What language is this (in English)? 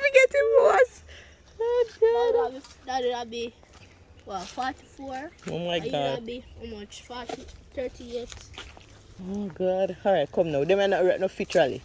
Jamaican Creole English